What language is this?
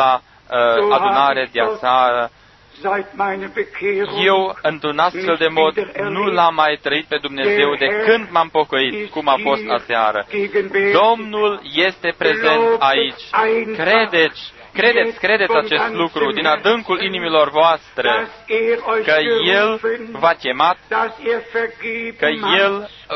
Romanian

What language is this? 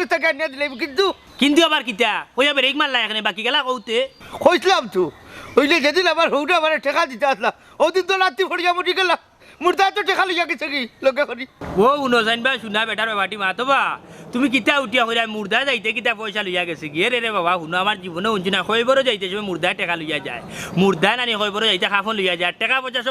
Sylheti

